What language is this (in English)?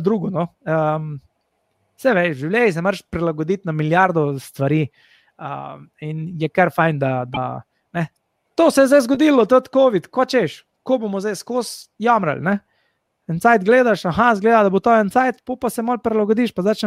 Slovenian